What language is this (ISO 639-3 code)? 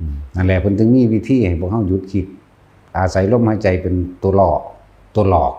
tts